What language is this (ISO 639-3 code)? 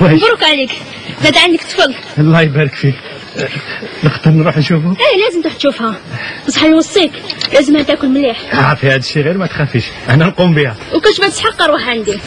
arq